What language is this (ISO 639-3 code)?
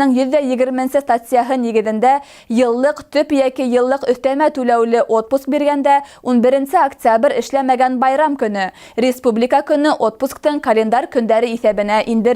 bak